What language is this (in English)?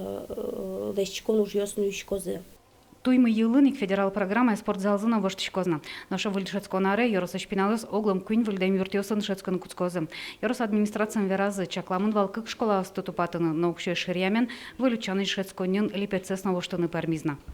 Udmurt